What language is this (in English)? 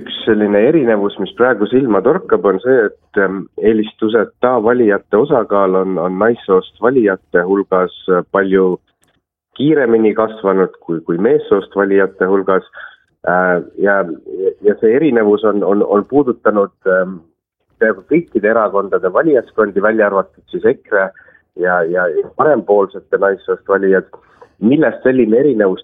Estonian